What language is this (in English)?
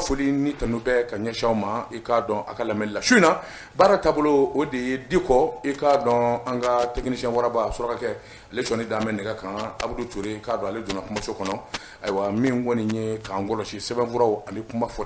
Bambara